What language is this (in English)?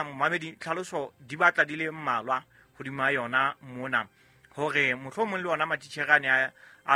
Southern Sotho